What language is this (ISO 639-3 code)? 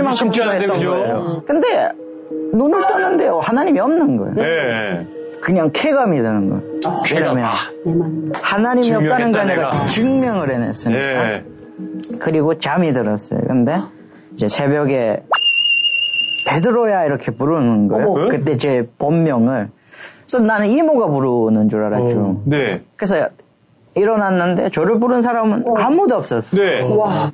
kor